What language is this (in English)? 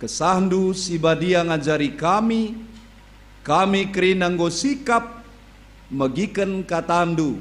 Batak Karo